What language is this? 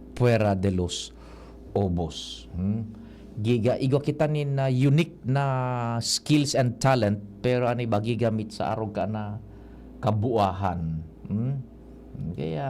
Bikol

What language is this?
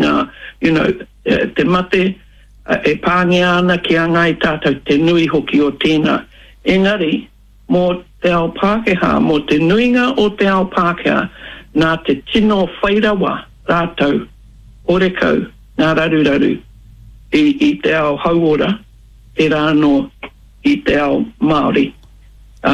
Māori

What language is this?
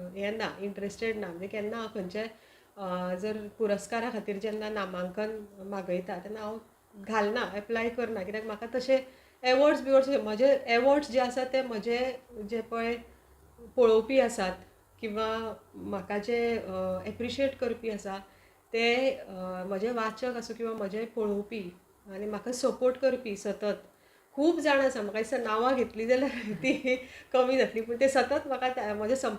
Konkani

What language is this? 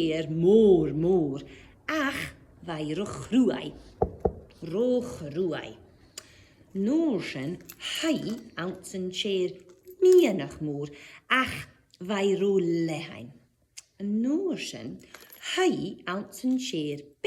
Scottish Gaelic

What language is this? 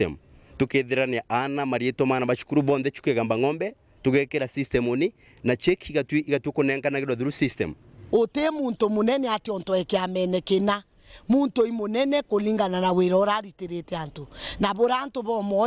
Meru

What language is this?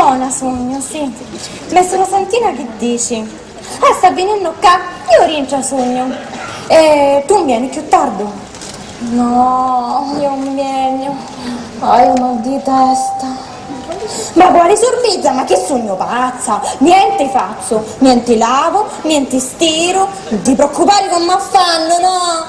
Sicilian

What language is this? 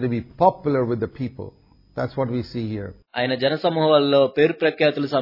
Telugu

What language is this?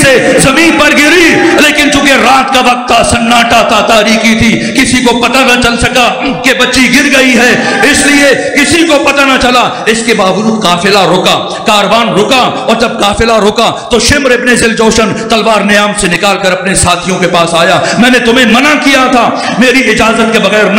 Urdu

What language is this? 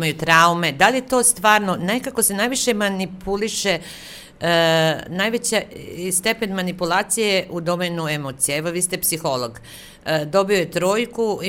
Serbian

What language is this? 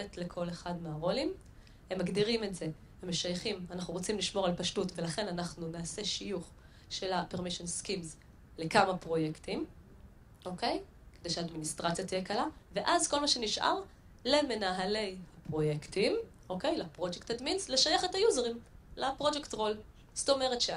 Hebrew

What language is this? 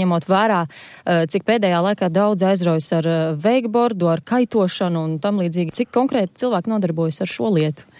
Latvian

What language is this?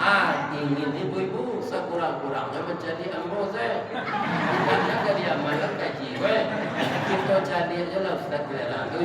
Minangkabau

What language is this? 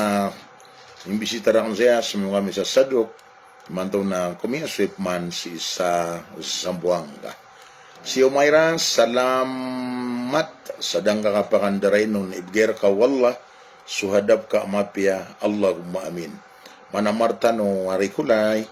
Maranao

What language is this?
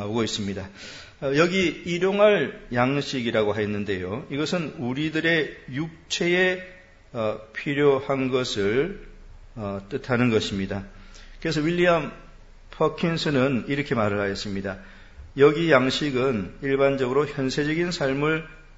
Korean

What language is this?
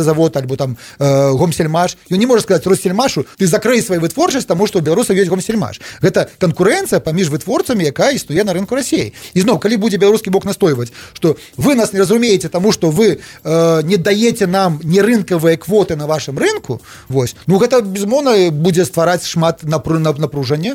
Belarusian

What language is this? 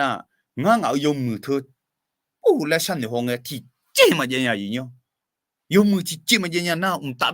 Akha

